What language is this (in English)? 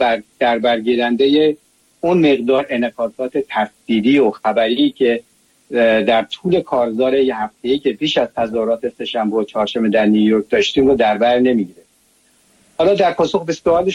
Persian